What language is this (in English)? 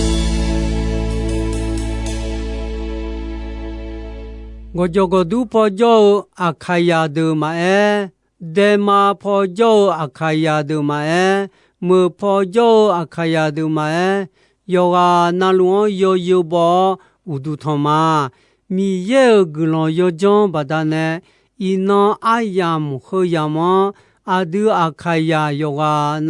Akha